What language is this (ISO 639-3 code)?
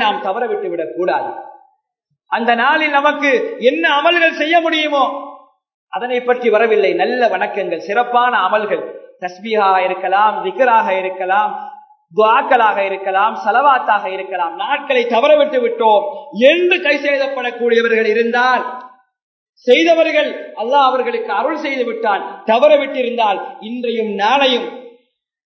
tam